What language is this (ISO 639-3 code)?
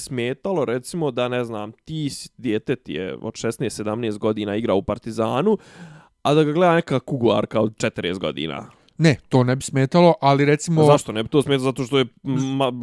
bos